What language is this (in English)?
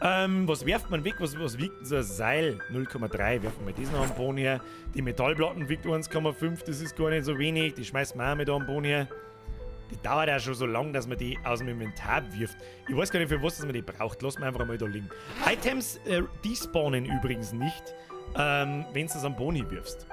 Bavarian